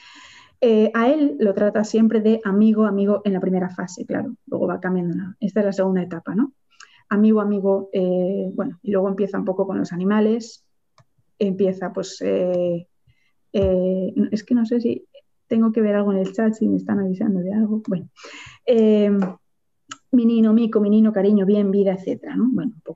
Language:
Spanish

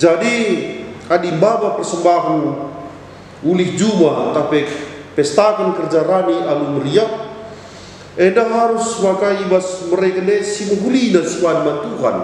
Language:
Batak Karo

